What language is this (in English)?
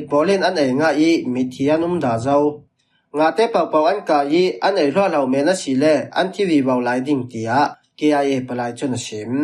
Falam Chin